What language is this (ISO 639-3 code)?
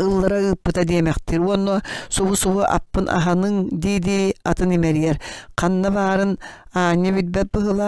sah